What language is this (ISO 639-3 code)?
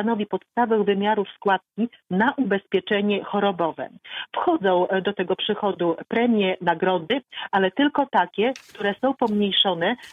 pol